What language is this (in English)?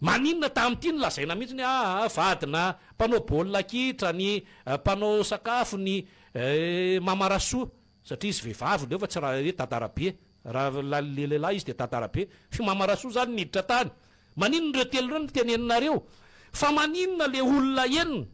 Malagasy